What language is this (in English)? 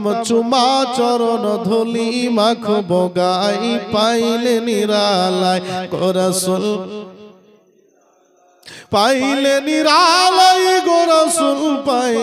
Bangla